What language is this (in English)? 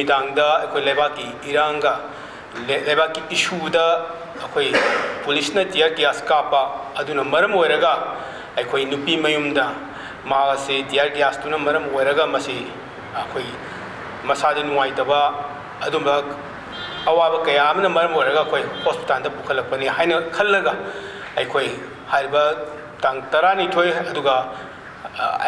Manipuri